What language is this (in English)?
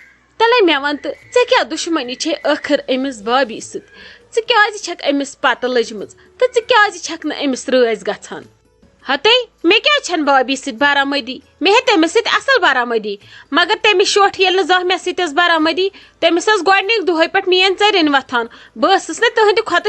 Kashmiri